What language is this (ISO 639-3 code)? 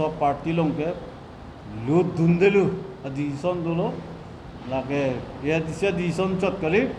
mjw